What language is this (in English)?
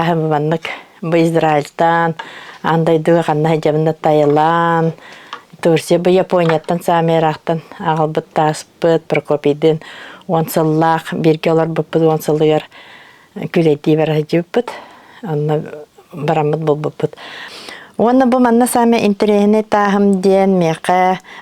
Yakut